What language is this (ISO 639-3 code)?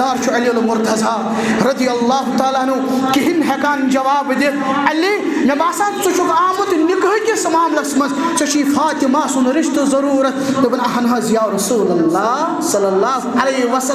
kas